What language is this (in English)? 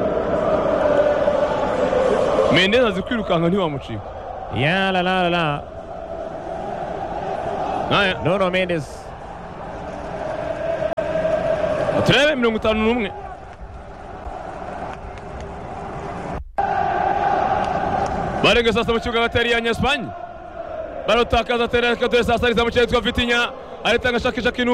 Kinyarwanda